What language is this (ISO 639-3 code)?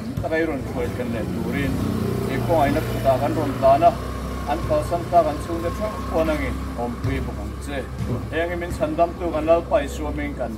lus